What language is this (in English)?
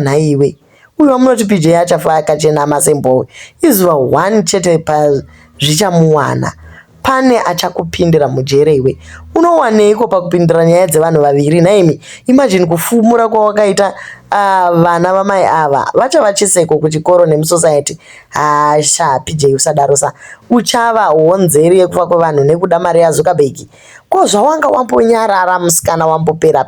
Shona